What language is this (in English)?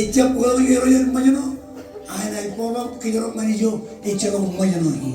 Marshallese